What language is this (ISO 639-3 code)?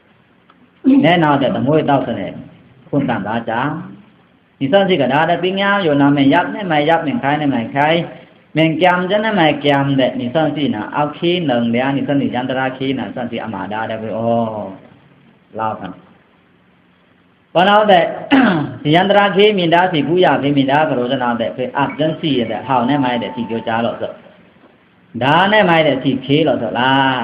blk